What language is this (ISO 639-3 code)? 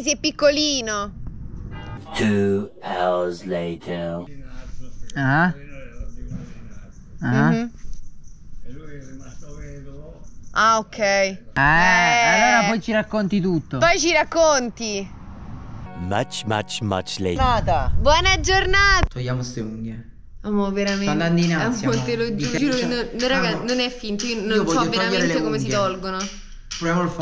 ita